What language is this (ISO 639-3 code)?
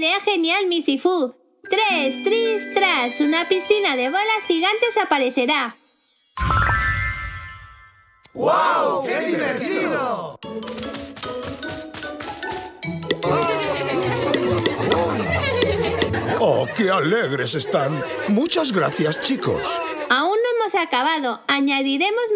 spa